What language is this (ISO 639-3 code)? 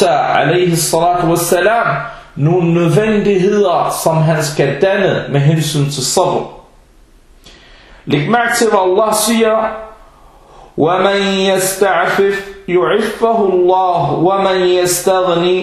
dan